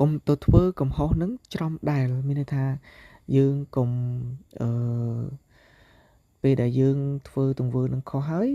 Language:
Khmer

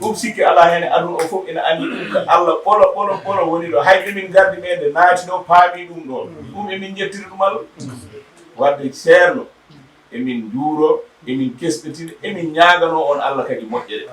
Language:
Fula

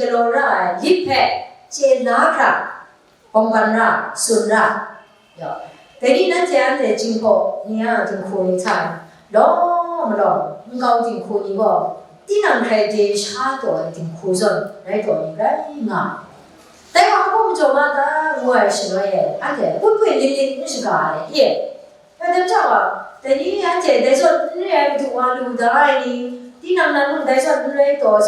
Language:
Kachin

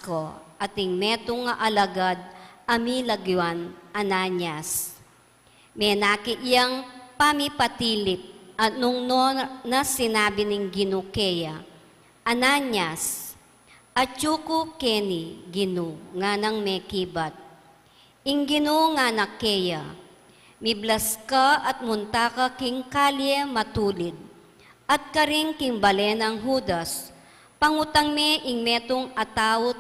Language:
Pampanga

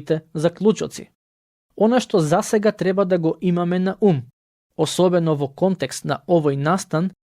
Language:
Macedonian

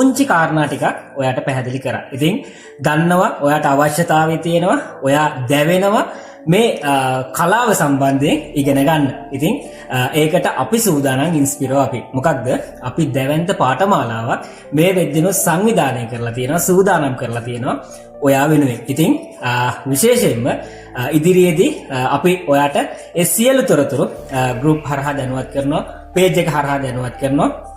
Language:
Sinhala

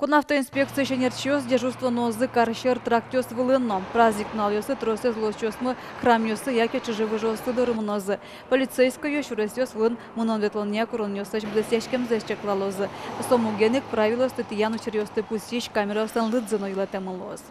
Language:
Udmurt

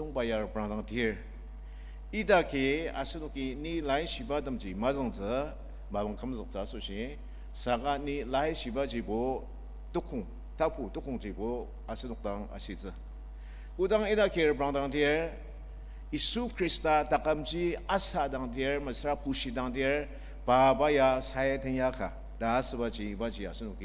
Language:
Ao Naga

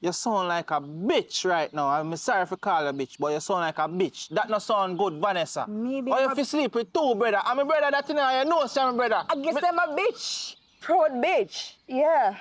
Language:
Jamaican Creole English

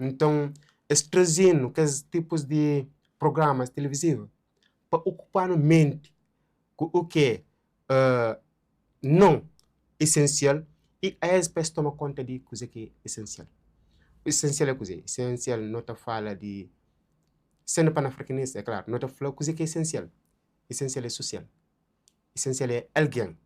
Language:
Kabuverdianu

